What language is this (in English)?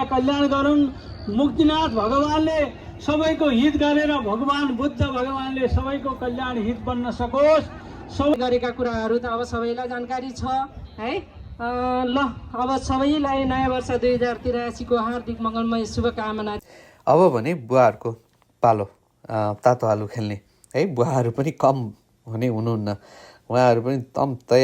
Nepali